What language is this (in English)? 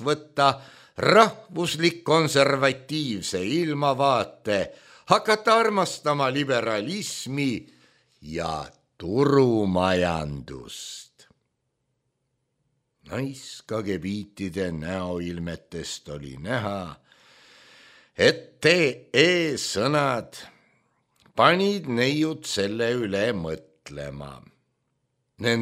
Estonian